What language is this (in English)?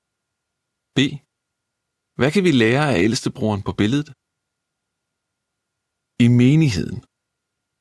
Danish